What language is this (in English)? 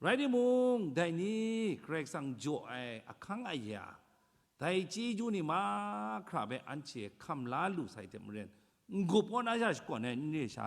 Kachin